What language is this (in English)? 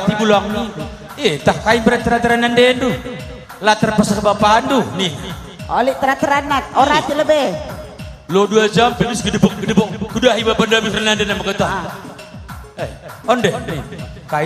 Batak Karo